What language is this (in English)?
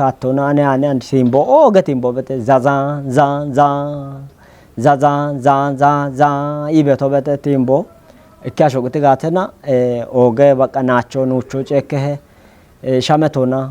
Kafa